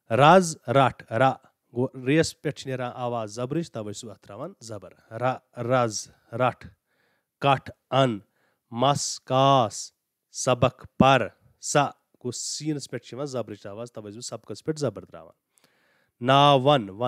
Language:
Kashmiri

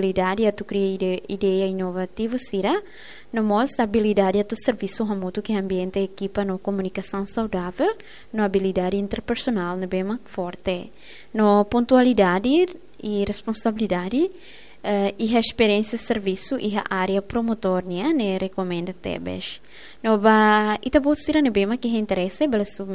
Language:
Tetum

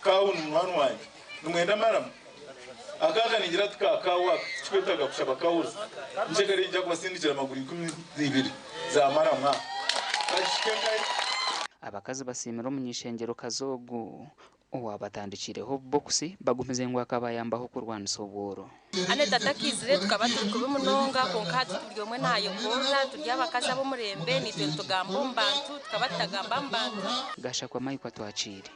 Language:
Nyankole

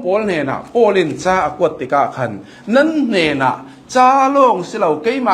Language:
Hakha Chin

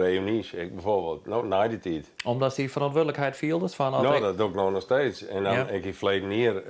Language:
Western Frisian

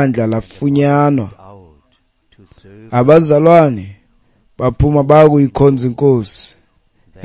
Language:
Xhosa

